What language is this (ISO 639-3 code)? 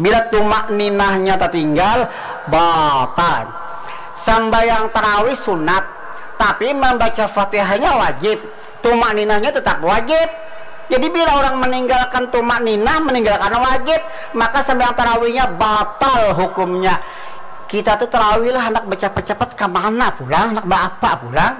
bjn